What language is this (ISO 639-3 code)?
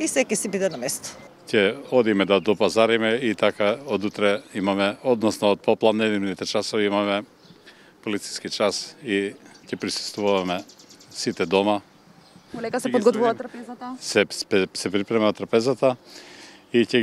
mkd